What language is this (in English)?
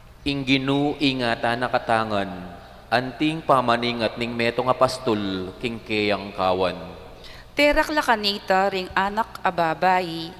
Pampanga